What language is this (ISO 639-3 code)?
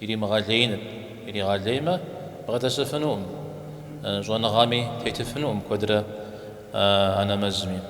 kbd